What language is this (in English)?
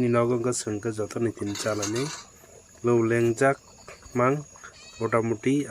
Kok Borok